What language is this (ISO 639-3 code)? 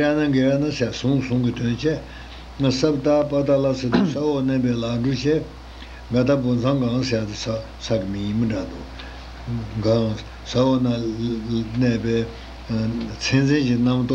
bod